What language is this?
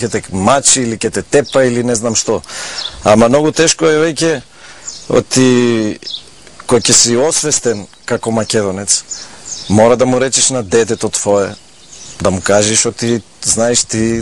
Macedonian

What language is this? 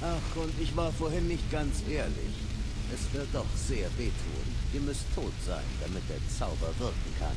Swiss German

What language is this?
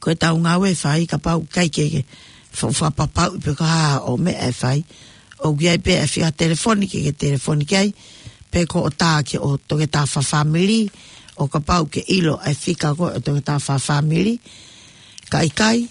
Tongan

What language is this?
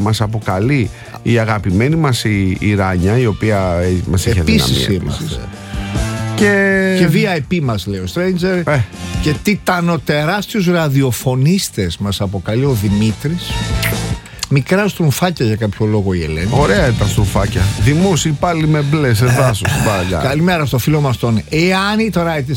Greek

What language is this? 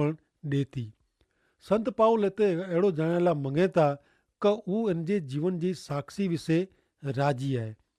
Kachhi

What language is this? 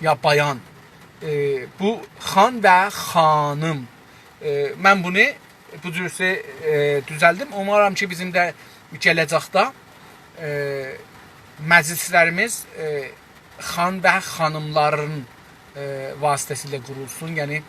South Azerbaijani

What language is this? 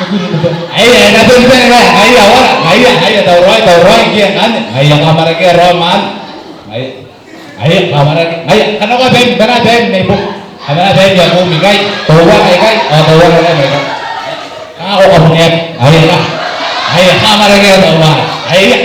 Gilbertese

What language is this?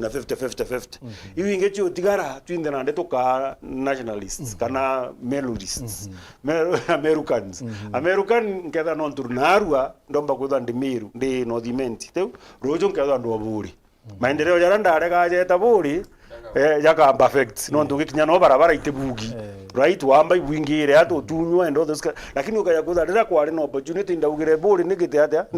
Meru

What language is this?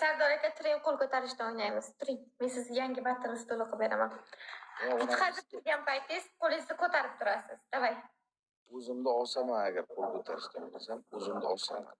Uzbek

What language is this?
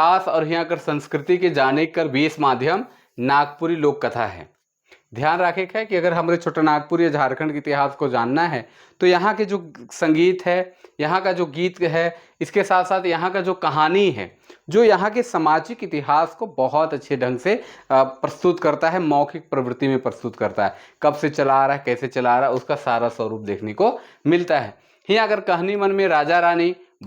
Sadri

